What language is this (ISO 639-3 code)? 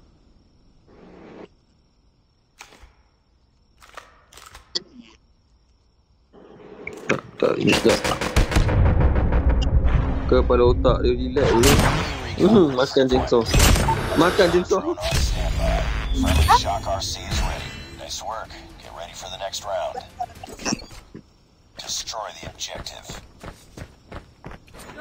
msa